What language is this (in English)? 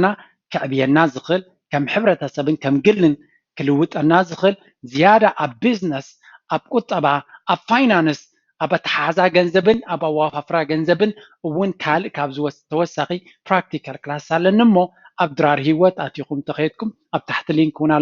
Tigrinya